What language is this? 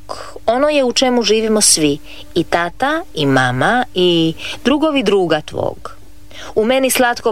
Croatian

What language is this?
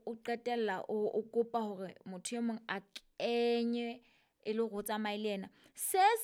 Southern Sotho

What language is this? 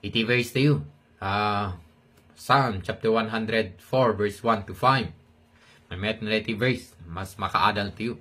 Iloko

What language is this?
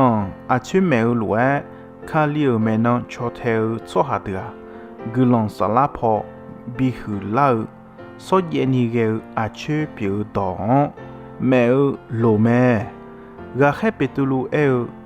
Akha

